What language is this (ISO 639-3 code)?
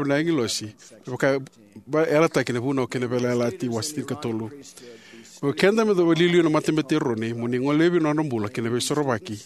fij